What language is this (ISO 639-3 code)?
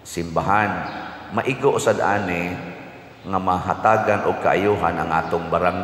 ceb